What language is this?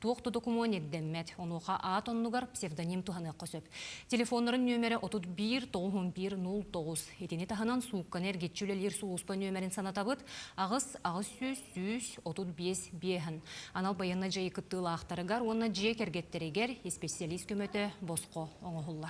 Yakut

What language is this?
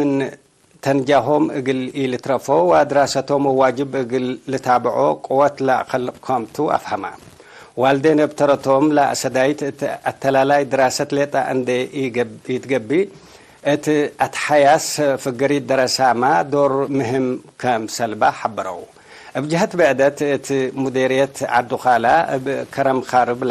Tigre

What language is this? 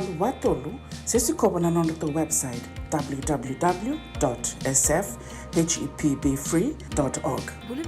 Fijian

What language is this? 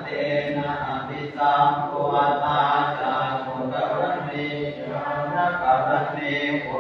Pali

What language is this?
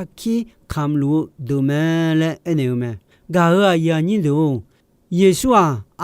Akha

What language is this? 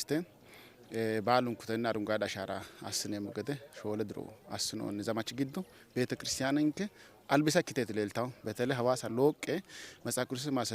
Sidamo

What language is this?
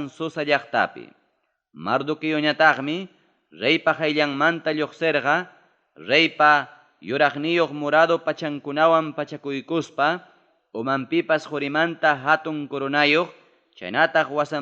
Ayacucho Quechua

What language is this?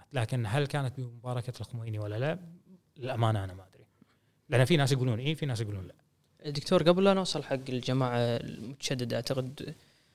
Gulf Arabic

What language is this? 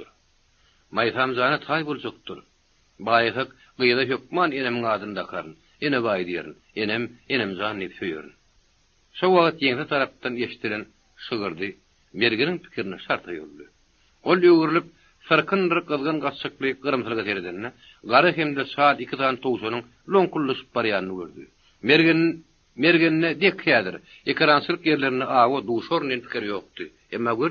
Turkmen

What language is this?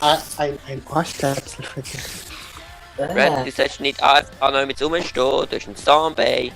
Swiss German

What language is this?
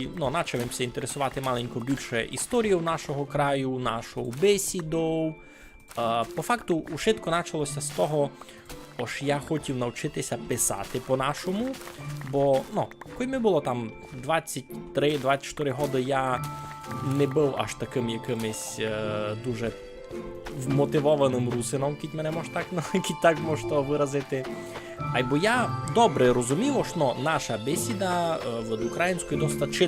Rusyn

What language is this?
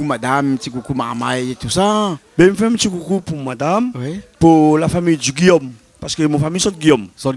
Réunion Creole French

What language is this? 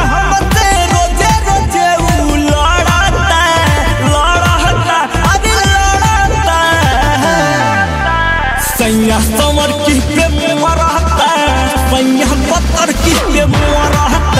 Bhojpuri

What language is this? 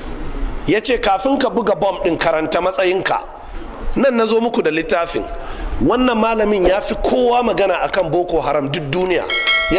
Hausa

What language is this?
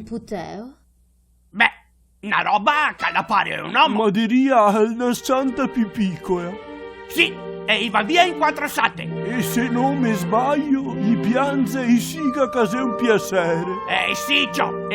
Venetian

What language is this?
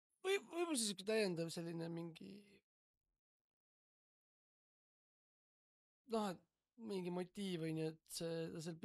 Estonian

